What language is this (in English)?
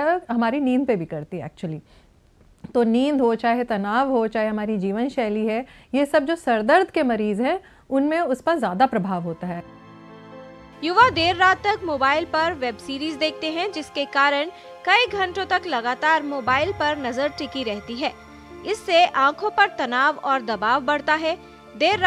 Hindi